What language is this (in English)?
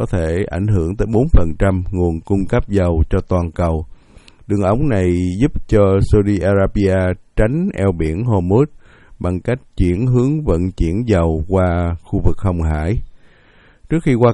Vietnamese